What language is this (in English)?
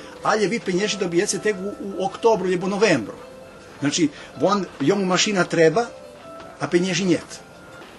Rusyn